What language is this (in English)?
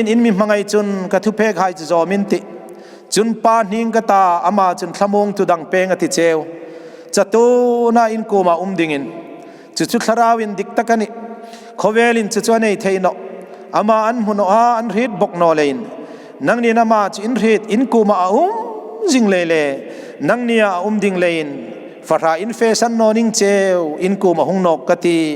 Hmar